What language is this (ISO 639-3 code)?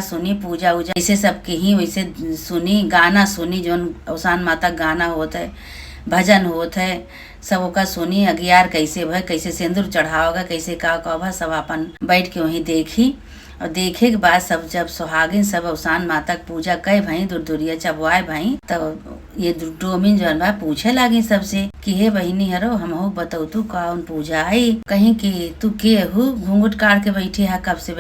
awa